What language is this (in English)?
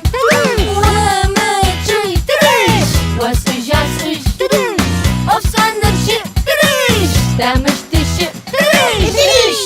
Adyghe